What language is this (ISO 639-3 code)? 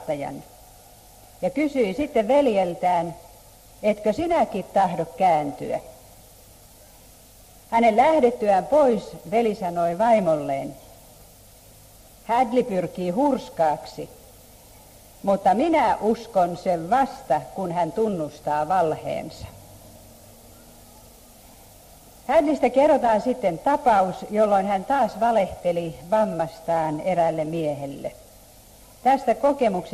fin